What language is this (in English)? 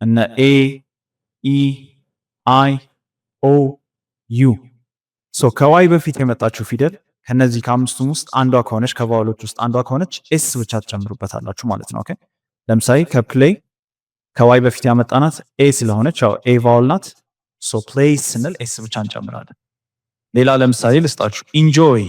Amharic